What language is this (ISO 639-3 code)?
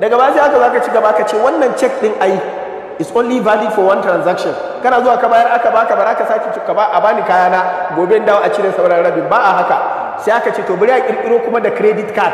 hau